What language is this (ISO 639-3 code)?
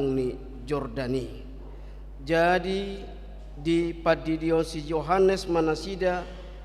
bbc